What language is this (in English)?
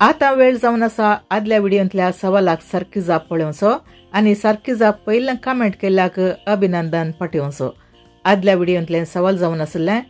Konkani